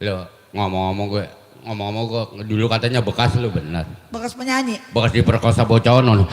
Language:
Betawi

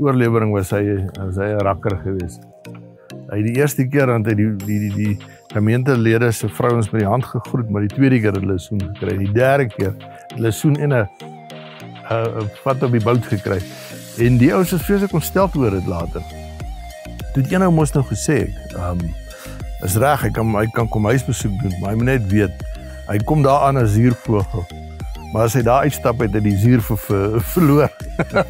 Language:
Afrikaans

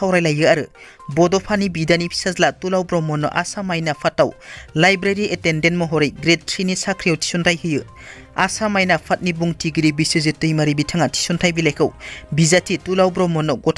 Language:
Bodo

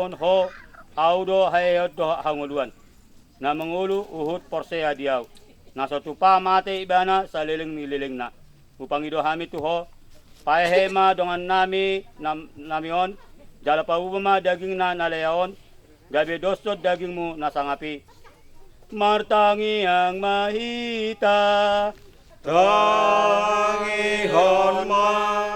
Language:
Batak Toba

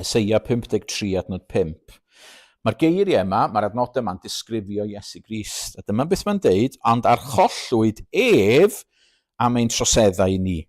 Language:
Welsh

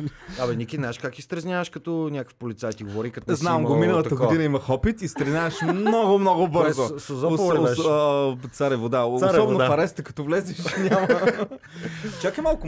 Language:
Bulgarian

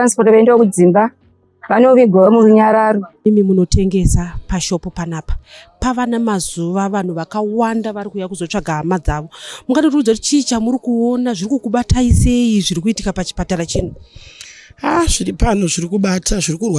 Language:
Shona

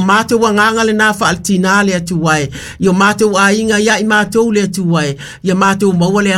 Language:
Samoan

